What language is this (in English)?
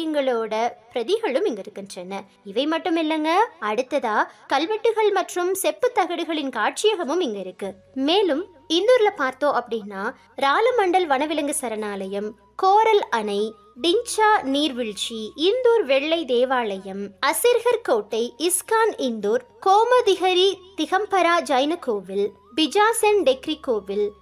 Tamil